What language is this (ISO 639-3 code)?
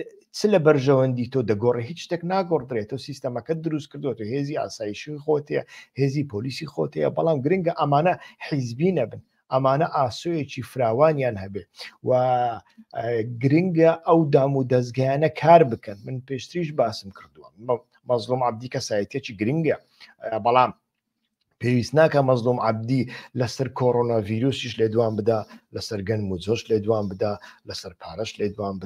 ckb